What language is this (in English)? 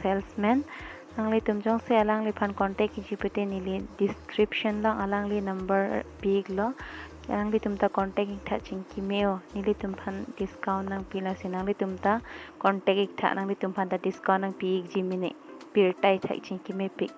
Karbi